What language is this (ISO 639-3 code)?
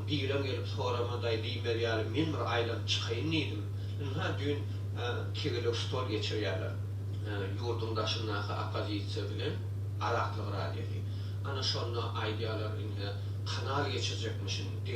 tuk